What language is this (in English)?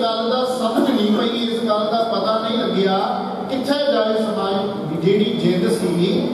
Punjabi